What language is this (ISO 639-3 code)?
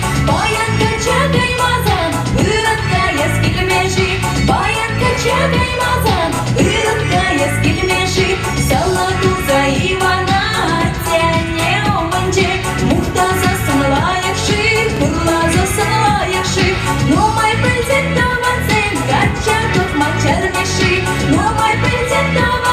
chv